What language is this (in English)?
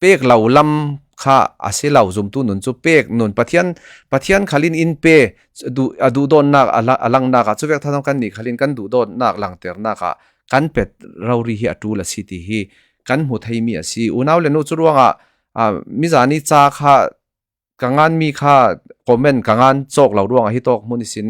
Falam Chin